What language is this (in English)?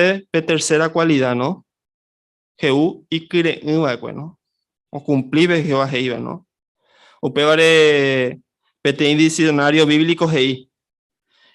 Guarani